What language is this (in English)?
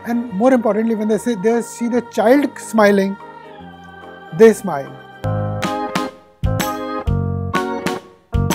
English